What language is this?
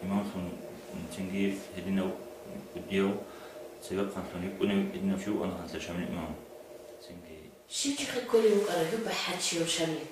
Avaric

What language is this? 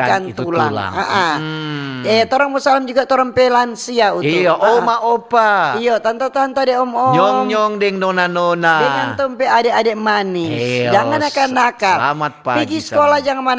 Manado Malay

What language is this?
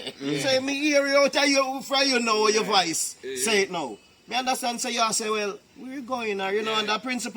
Jamaican Creole English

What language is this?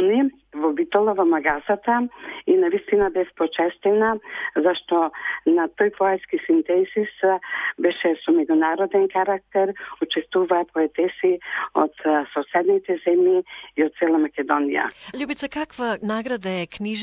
Macedonian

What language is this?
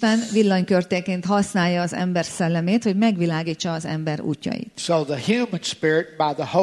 Hungarian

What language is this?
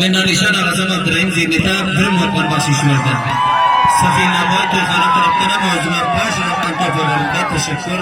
Turkmen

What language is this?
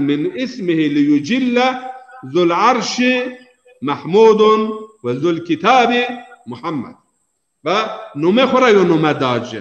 Zaza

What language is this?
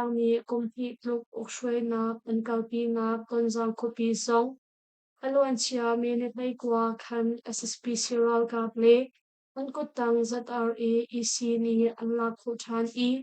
Hakha Chin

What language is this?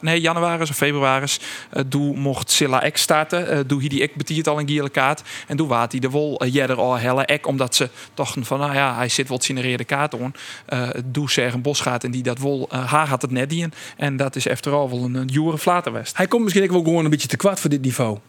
Western Frisian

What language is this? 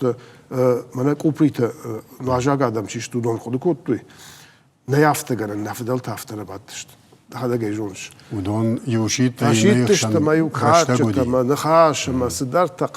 Ossetic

